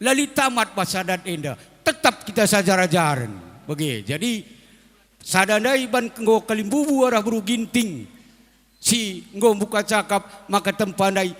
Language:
Batak Karo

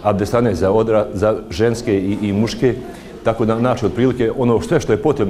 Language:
Bosnian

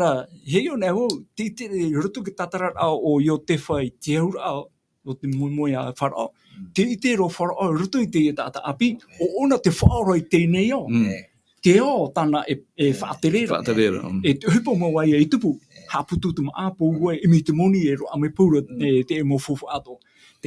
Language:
Tahitian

